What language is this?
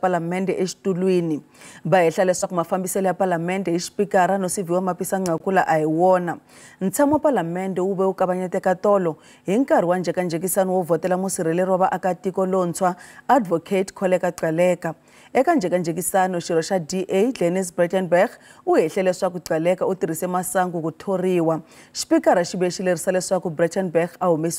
Tsonga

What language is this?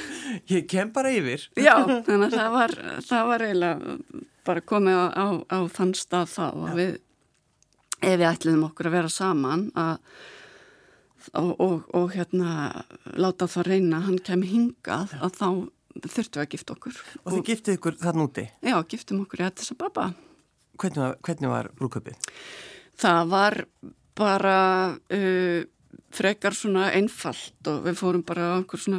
Icelandic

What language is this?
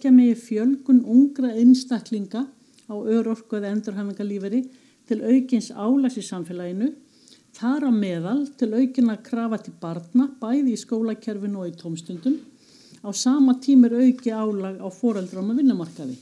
Icelandic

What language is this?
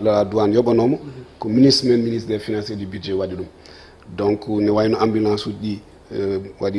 Fula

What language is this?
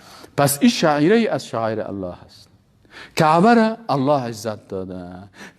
Persian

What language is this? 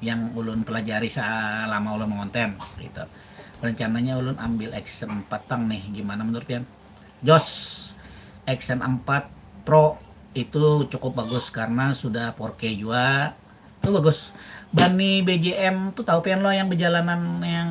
Banjar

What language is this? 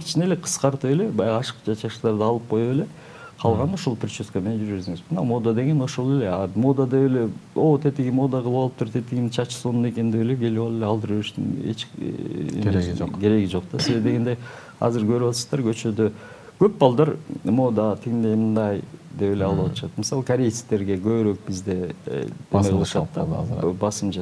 Kyrgyz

